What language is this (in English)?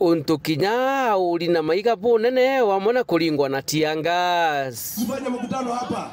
Meru